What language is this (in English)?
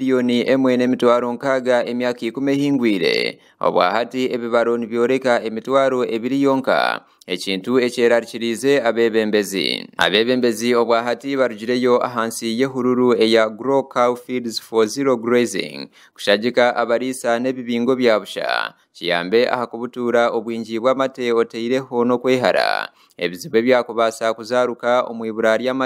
Nyankole